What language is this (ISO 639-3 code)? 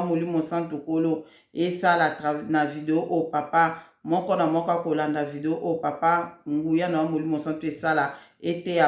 lin